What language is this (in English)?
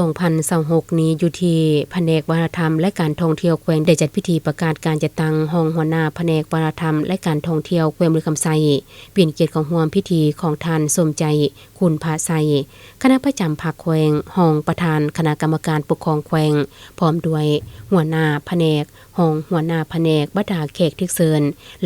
Lao